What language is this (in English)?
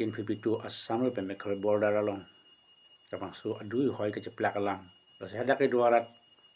Karbi